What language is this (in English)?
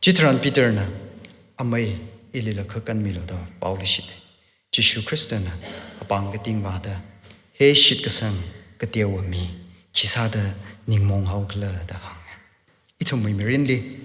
Tangkhul Naga (India)